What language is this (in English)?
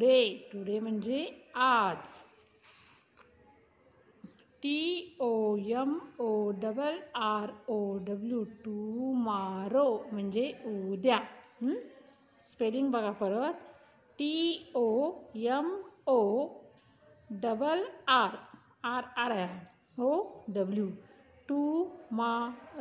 Marathi